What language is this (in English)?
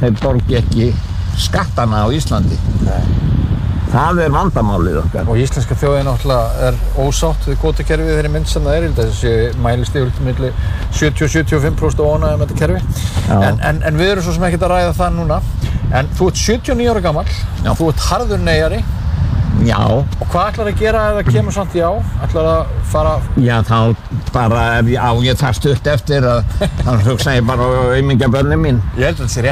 Icelandic